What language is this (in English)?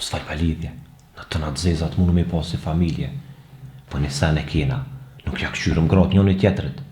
Albanian